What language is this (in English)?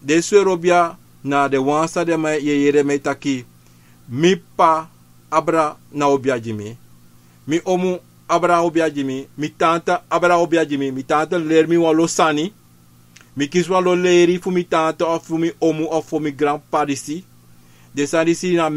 Sranan Tongo